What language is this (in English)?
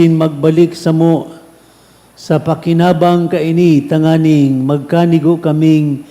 Bikol